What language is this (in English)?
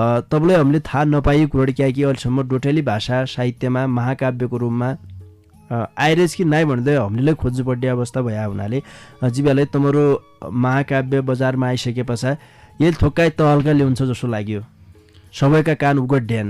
Dotyali